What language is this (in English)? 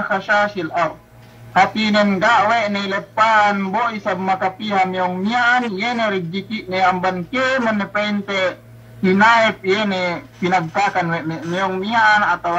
Yakan